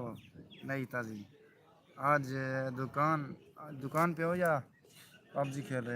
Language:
Saraiki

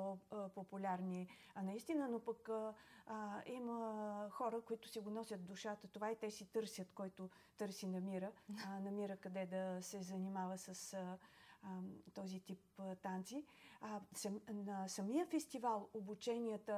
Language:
Bulgarian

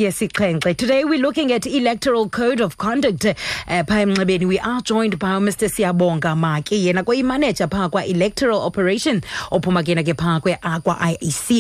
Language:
Xhosa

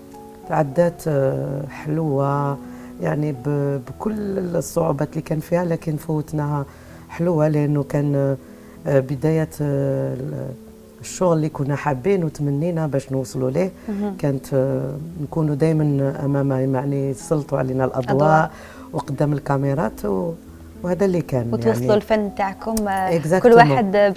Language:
Algerian Arabic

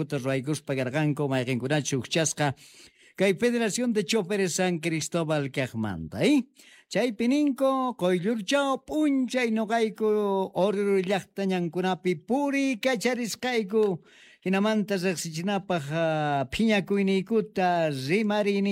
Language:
South Bolivian Quechua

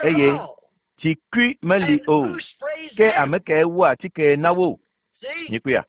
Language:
Ewe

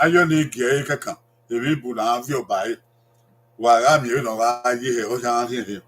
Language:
Bini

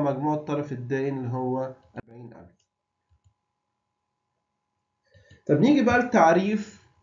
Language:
Egyptian Arabic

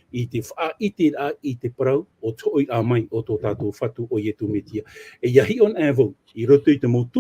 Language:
Tahitian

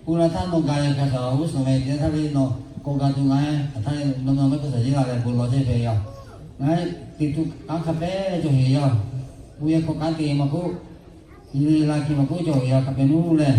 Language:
Lahu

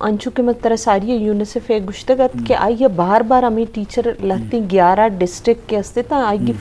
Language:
Eastern Balochi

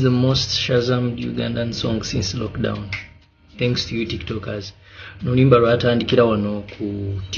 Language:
Ganda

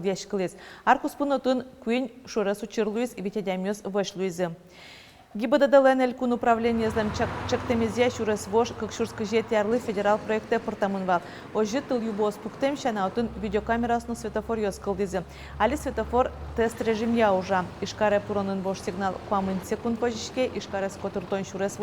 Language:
Udmurt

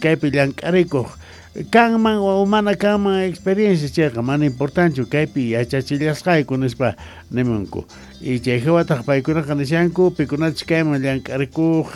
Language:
Quechua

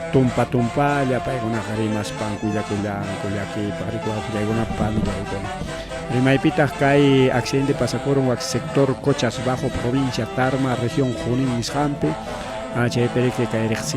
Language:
Ayacucho Quechua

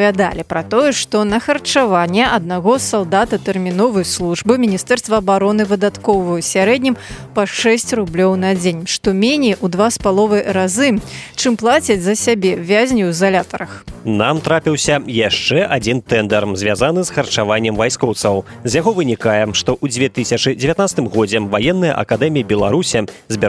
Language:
Belarusian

